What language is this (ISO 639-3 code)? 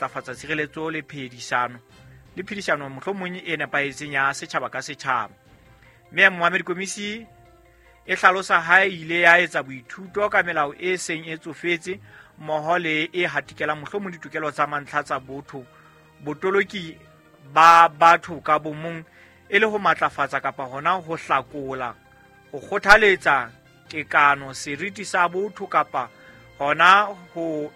sot